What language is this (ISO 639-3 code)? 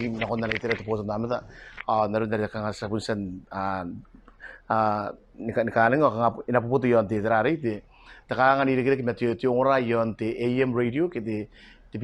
gil